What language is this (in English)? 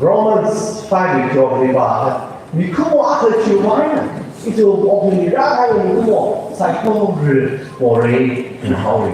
Tangkhul Naga (India)